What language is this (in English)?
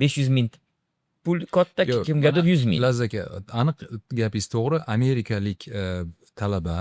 Uzbek